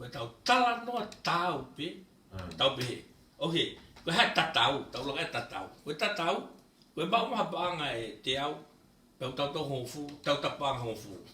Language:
Tongan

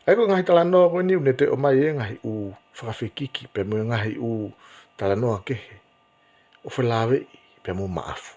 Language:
Tongan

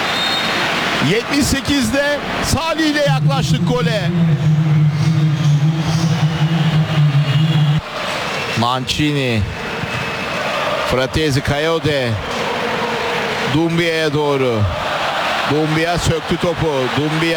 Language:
Turkish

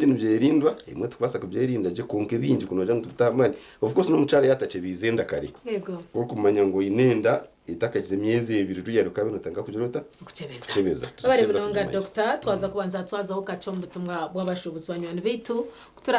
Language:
Nyankole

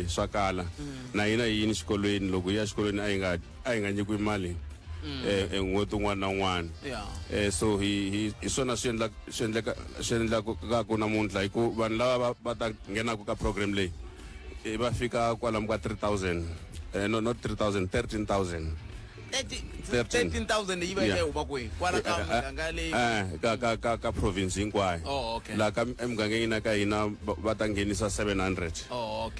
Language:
Tsonga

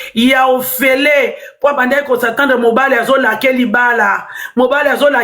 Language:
Lingala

